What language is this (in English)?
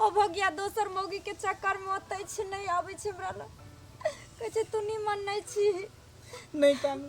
Maithili